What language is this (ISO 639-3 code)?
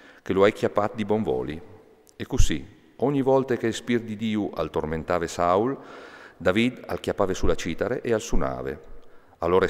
fur